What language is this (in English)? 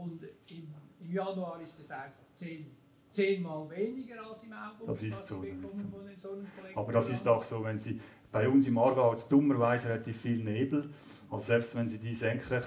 German